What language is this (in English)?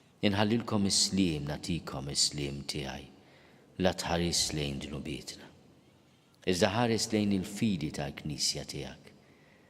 Maltese